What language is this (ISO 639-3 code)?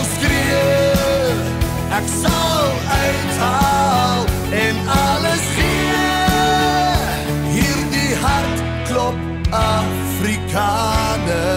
afr